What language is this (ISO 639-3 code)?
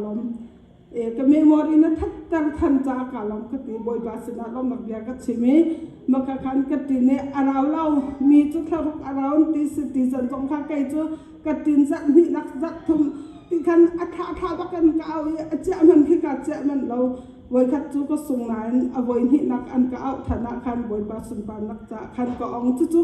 cnh